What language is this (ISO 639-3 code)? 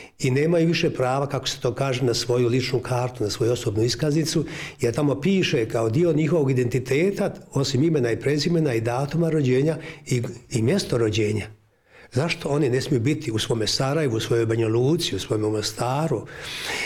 bos